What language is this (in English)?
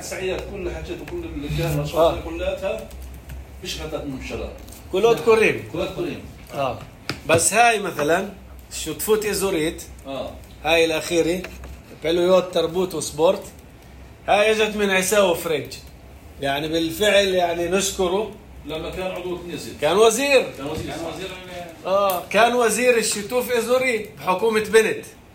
North Levantine Arabic